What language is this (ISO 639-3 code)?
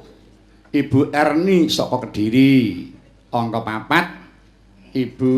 jav